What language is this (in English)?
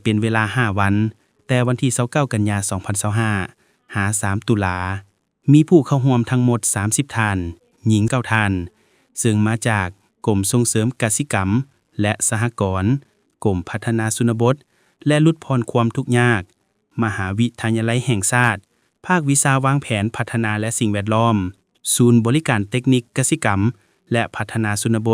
Lao